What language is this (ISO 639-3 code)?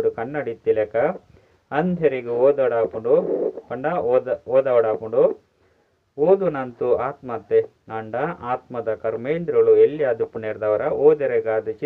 tcy